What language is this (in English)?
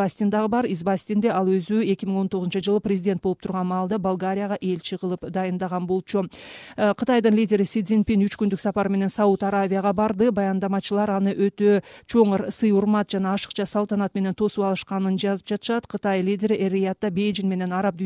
Kyrgyz